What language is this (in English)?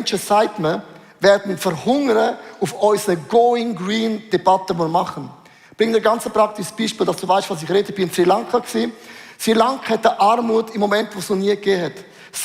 Swiss German